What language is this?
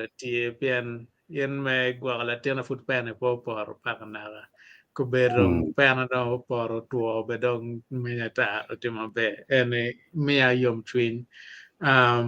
Acoli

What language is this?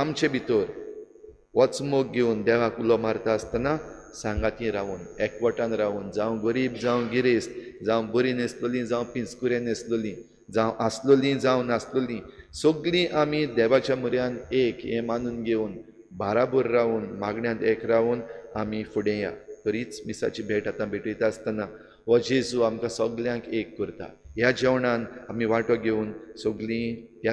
Konkani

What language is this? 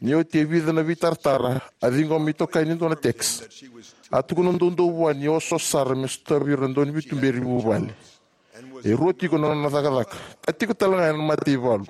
Fijian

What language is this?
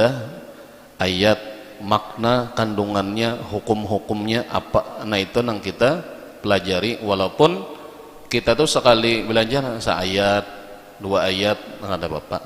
Banjar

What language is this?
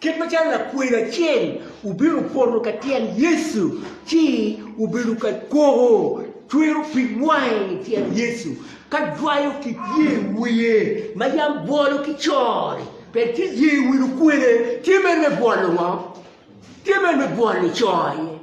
Acoli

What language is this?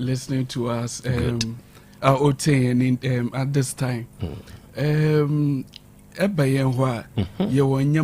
Akan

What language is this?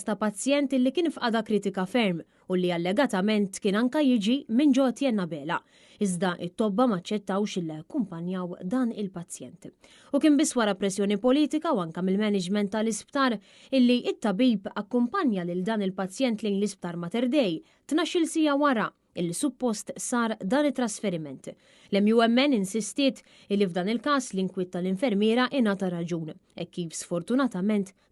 Maltese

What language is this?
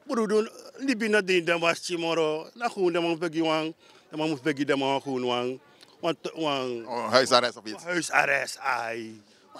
Dutch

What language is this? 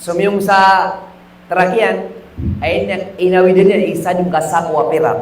Maranao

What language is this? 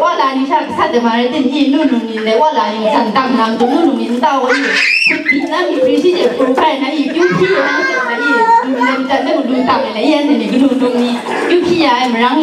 Kachin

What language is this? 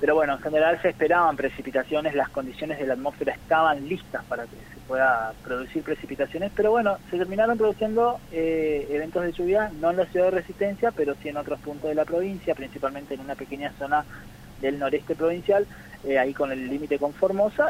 Spanish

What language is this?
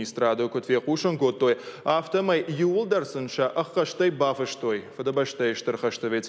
Ossetic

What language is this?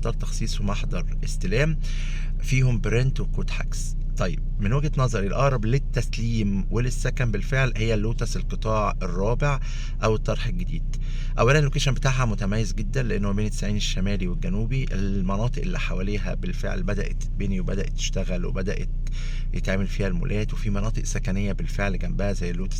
Egyptian Arabic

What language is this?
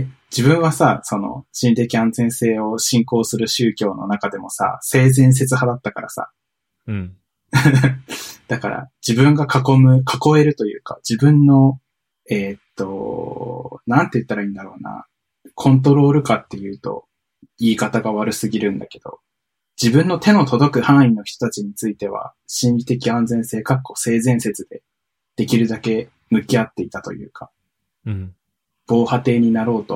Japanese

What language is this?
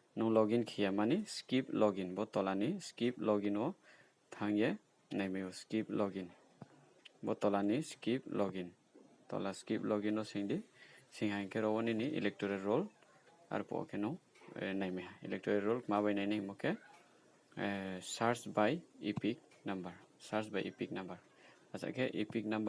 Riang (India)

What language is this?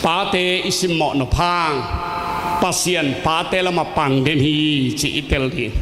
Tedim Chin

